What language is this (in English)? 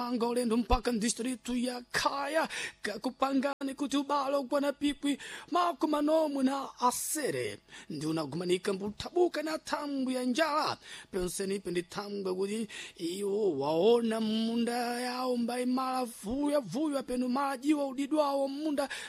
Sena